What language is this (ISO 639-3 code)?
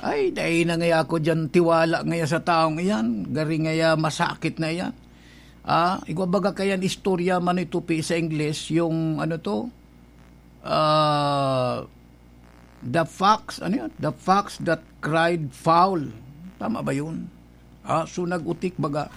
bik